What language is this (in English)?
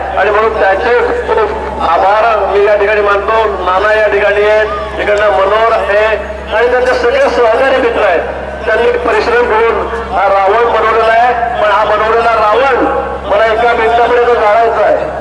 Marathi